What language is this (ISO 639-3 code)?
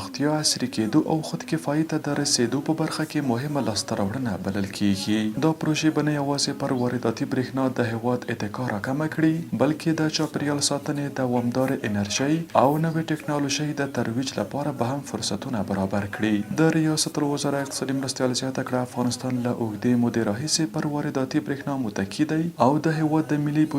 pus